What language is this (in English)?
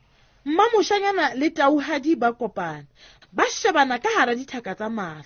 Southern Sotho